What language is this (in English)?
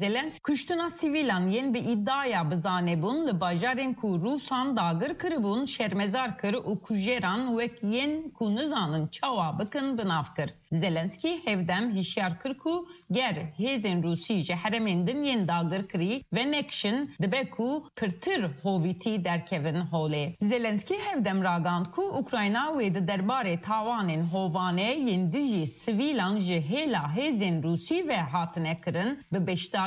Kurdish